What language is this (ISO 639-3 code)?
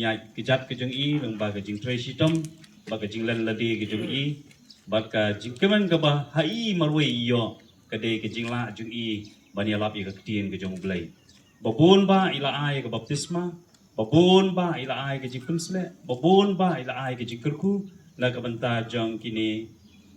kha